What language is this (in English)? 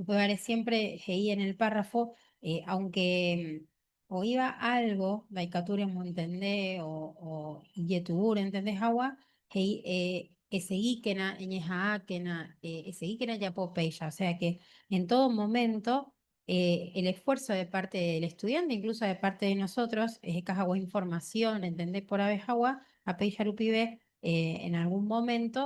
Guarani